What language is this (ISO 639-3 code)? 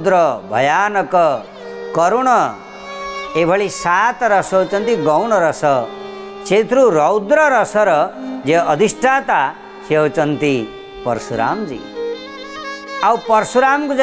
ori